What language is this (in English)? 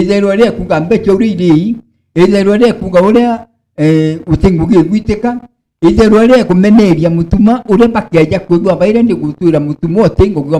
Meru